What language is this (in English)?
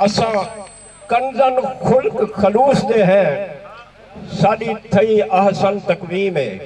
Saraiki